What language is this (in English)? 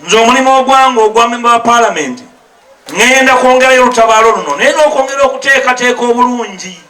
Ganda